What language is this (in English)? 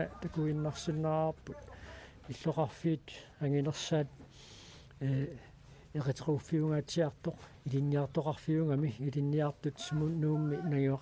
Kalaallisut